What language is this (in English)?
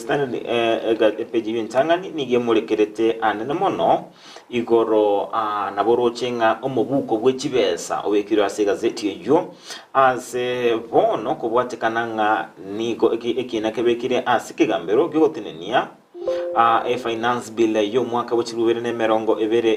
Gusii